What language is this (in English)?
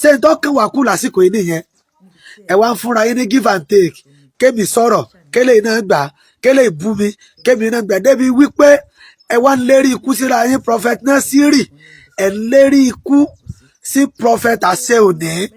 Yoruba